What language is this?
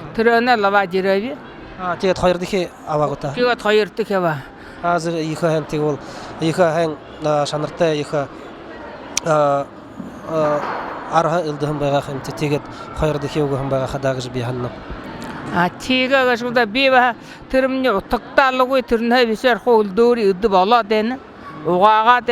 Buriat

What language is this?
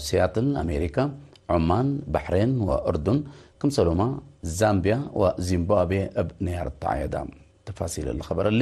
Tigre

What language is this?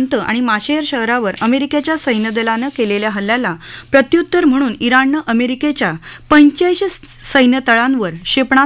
Marathi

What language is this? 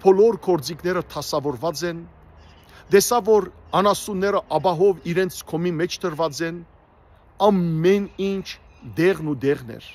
Western Armenian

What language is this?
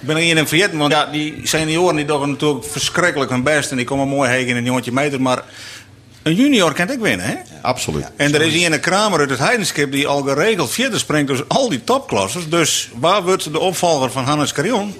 Western Frisian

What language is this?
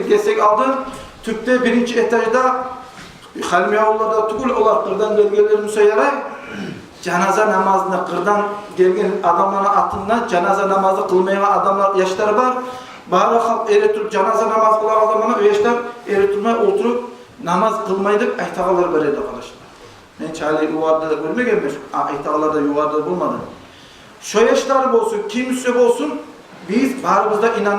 Kumyk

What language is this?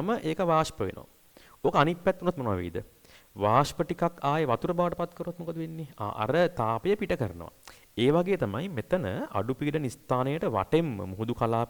Sinhala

